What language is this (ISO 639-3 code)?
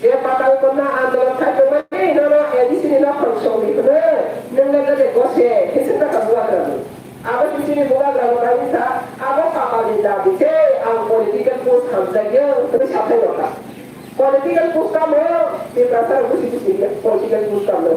trp